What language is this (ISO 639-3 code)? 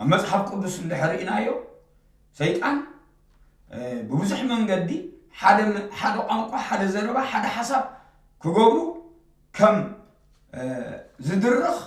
tir